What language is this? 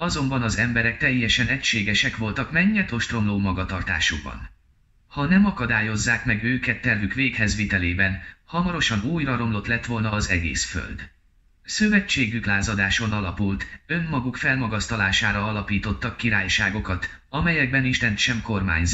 Hungarian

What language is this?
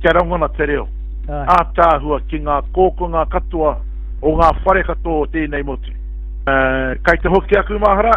Māori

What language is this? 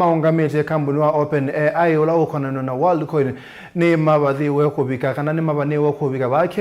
Kamba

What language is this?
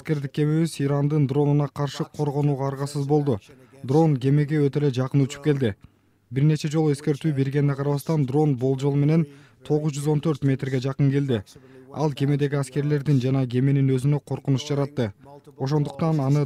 Kyrgyz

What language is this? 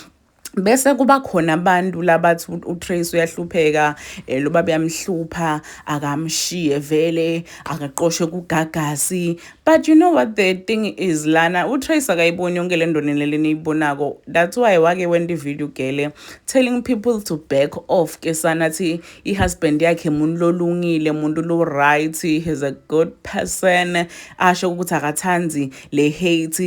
Zulu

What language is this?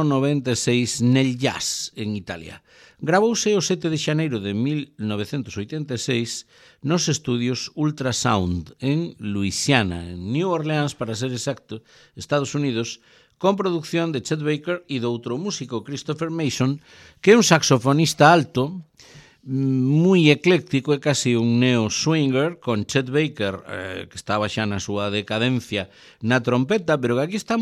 Galician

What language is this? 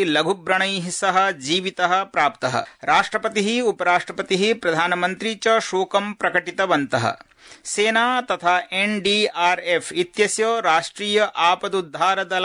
Sanskrit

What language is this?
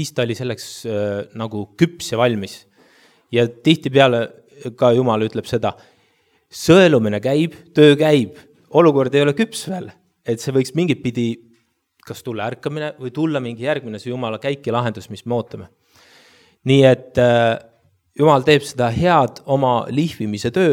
Estonian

